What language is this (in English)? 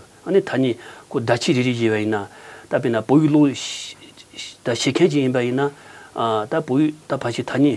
Tibetan